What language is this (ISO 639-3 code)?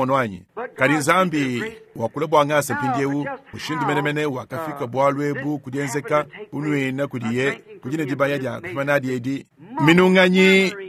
lua